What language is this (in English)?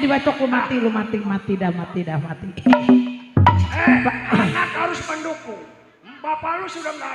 Betawi